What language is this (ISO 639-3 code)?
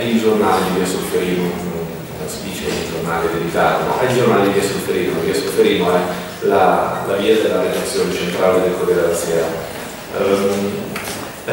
ita